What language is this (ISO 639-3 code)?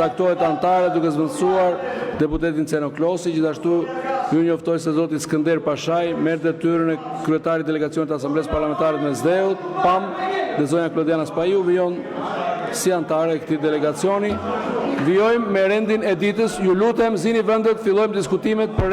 sqi